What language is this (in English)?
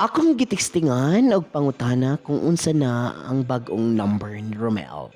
Cebuano